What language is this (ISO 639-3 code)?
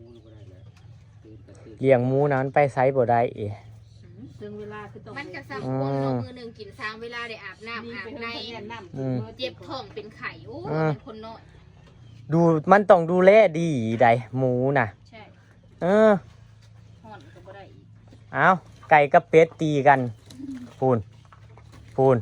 tts